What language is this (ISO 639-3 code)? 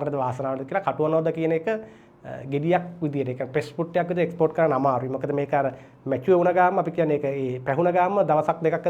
sin